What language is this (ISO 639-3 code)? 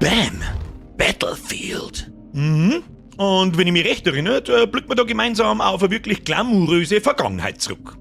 bar